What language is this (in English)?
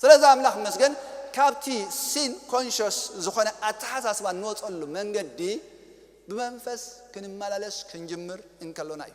Tigrinya